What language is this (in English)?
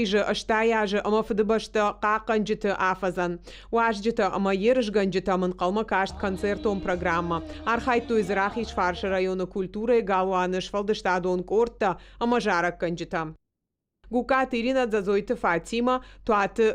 Ossetic